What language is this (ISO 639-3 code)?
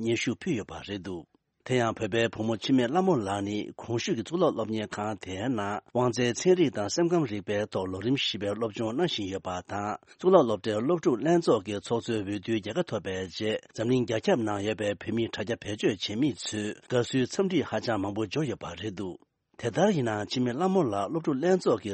bod